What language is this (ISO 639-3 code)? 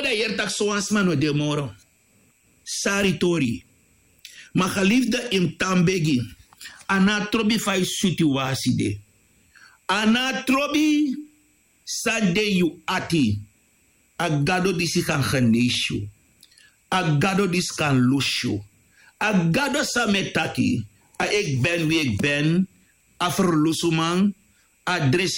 srn